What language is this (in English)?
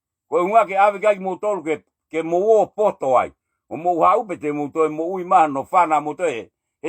Tongan